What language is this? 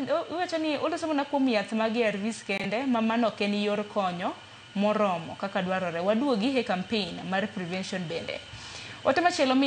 Luo (Kenya and Tanzania)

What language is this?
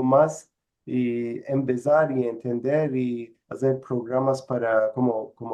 Ladino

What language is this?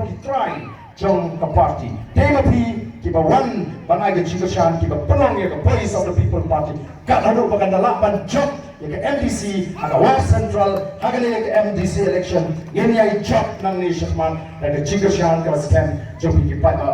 Khasi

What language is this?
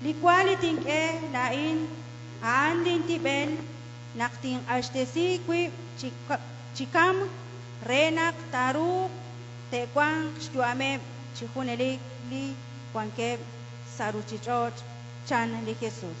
Kekchí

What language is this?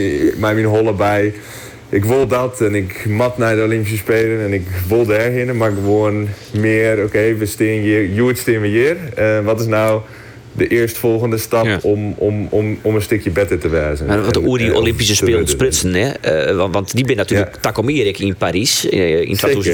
Western Frisian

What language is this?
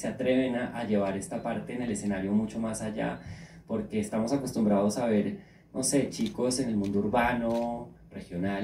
Spanish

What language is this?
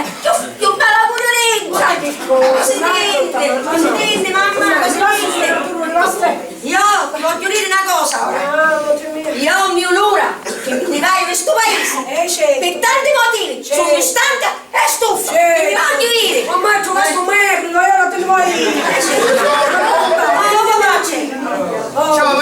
Sicilian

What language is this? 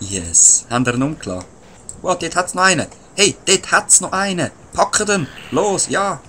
Swiss German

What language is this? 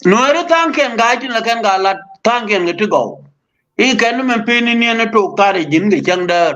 Nuer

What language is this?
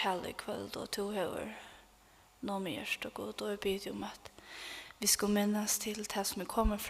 Faroese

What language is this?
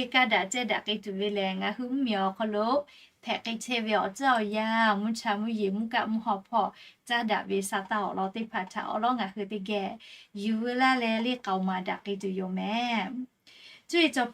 Lahu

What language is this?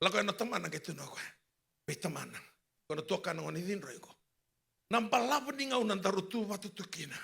Fijian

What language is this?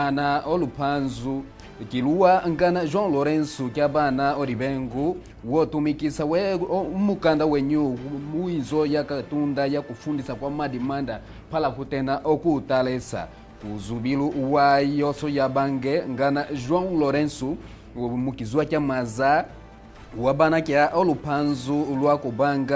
Kimbundu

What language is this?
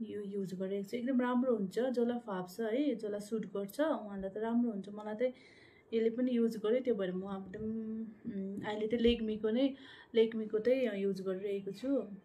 Nepali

